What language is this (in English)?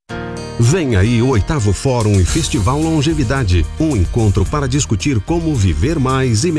Portuguese